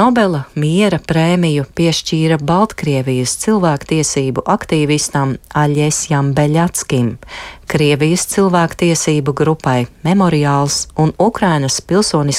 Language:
Latvian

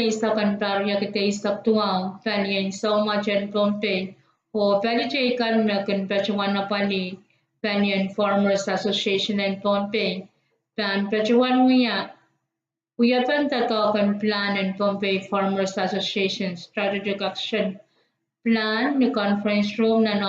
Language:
Pohnpeian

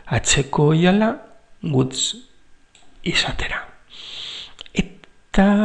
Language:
Basque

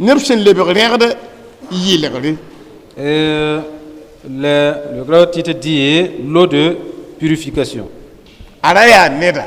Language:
Mossi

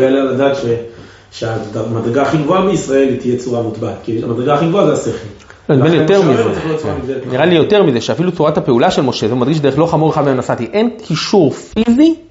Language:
Hebrew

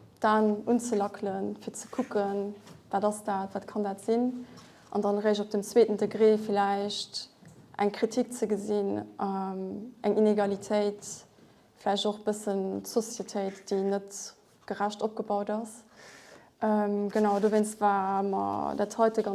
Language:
Luxembourgish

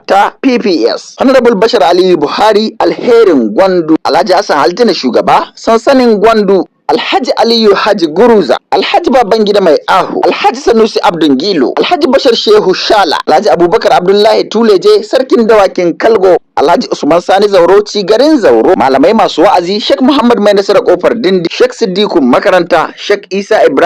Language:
Hausa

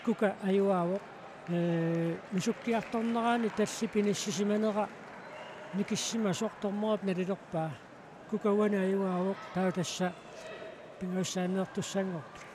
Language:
Kalaallisut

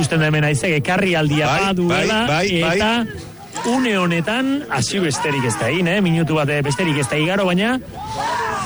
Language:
Basque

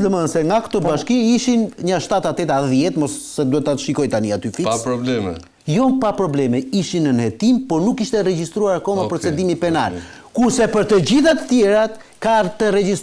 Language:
Albanian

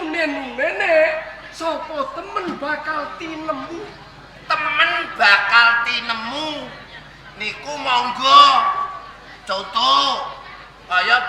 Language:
Javanese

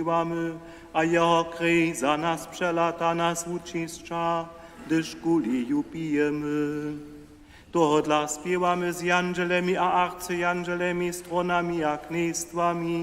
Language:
Upper Sorbian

